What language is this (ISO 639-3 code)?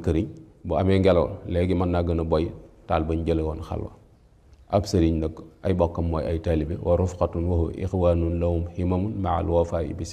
wol